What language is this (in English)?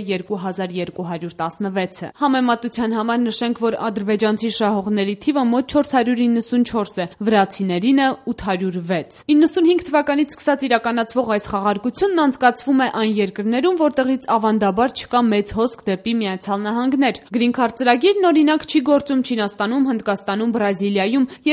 Armenian